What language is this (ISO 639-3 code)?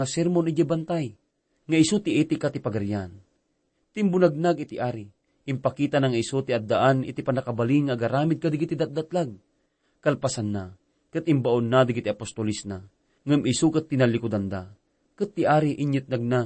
ilo